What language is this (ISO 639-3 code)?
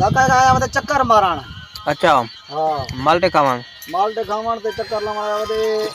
skr